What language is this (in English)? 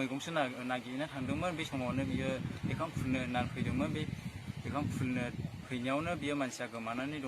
Bodo